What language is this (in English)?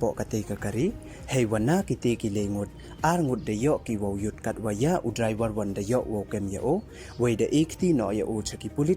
Pnar